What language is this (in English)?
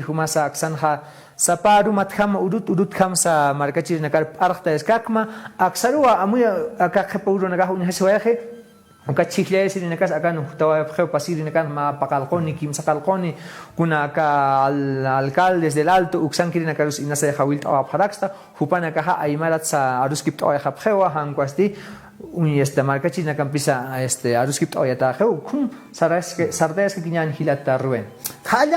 Aymara